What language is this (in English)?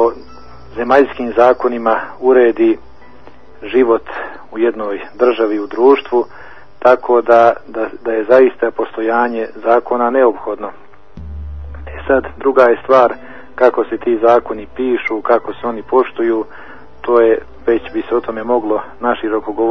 Bosnian